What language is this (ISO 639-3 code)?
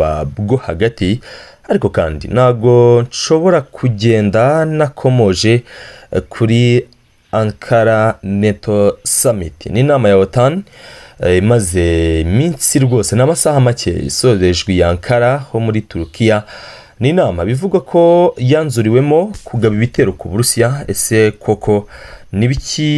kin